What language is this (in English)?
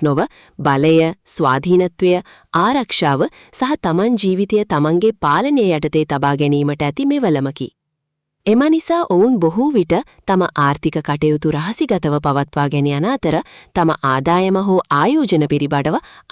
Sinhala